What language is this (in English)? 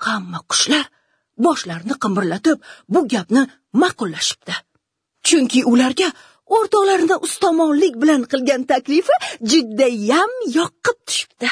Uzbek